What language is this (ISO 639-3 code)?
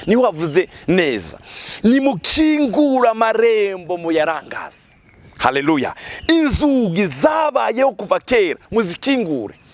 run